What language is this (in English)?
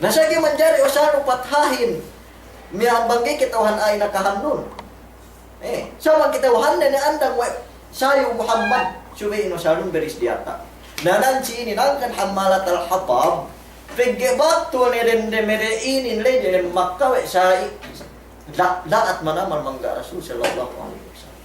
Yakan